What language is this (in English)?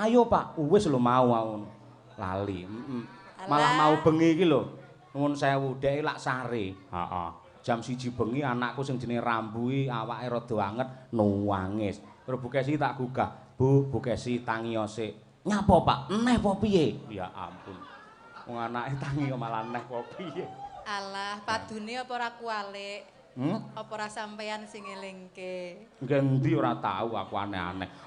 Javanese